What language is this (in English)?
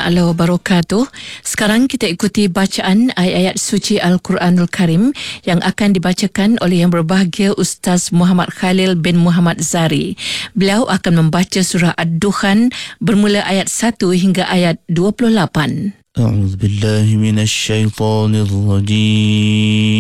Malay